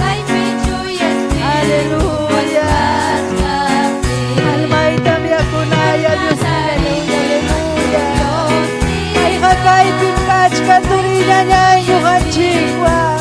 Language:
Ayacucho Quechua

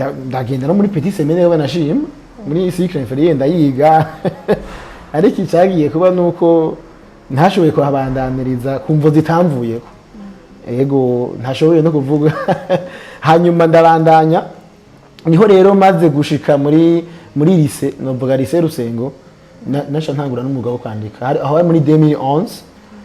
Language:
Rundi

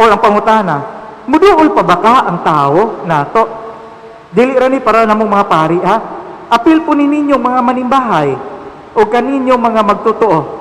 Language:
Cebuano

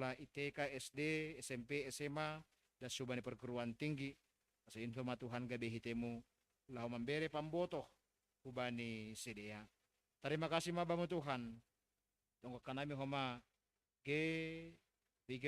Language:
Batak Simalungun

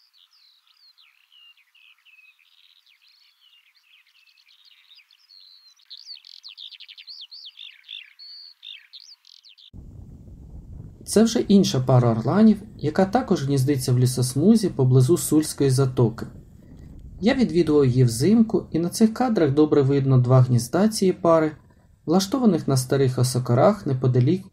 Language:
Ukrainian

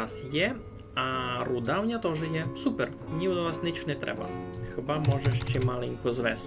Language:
Rusyn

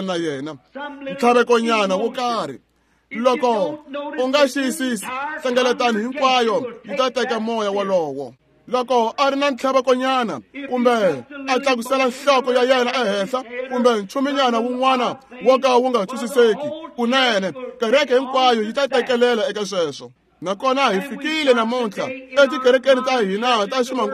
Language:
Tsonga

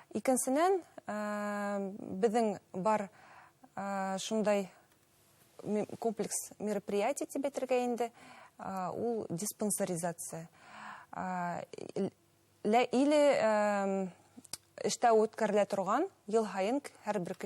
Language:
Bashkir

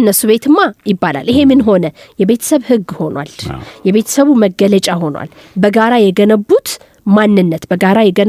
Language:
Amharic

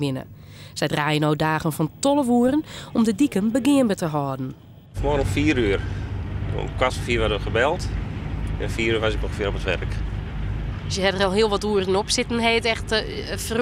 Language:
Western Frisian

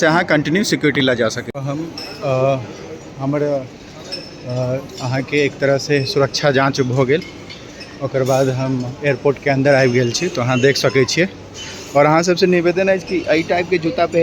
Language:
Maithili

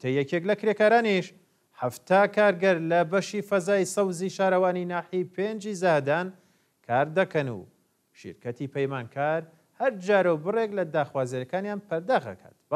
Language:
Central Kurdish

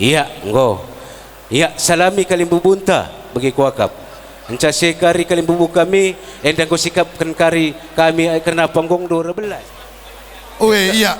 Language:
Batak Karo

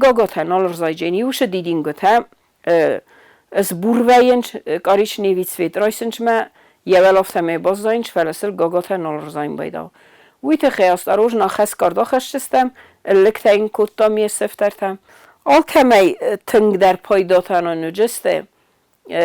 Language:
Ossetic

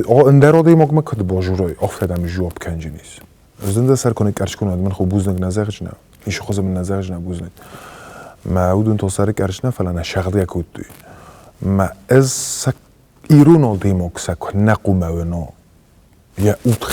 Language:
Ossetic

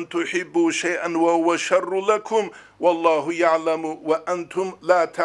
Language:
Avaric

